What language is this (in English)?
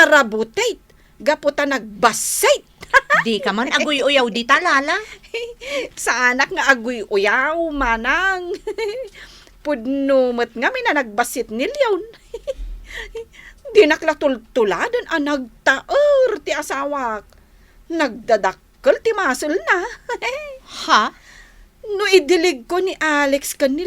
Iloko